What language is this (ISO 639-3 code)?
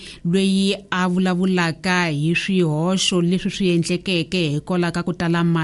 tso